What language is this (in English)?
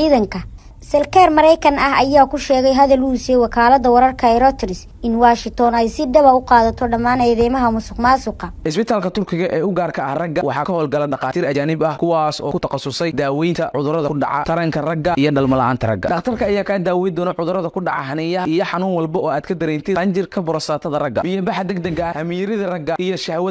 Somali